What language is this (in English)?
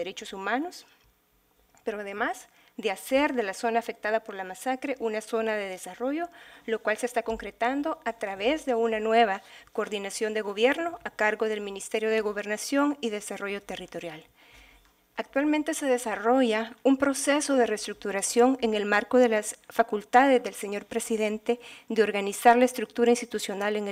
Spanish